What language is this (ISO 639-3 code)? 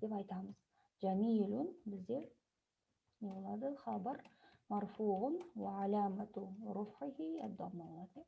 kaz